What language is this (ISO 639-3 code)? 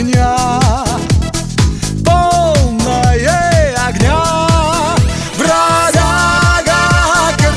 rus